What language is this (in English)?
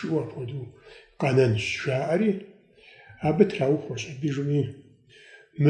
Kabardian